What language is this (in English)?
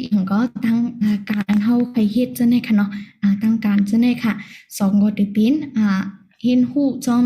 Shan